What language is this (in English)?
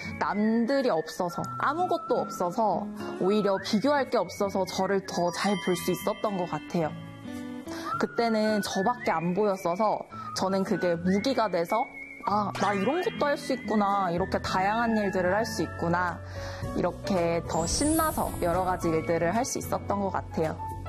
Korean